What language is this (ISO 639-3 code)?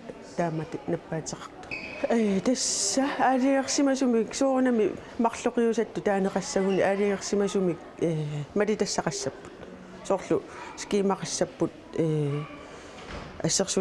kal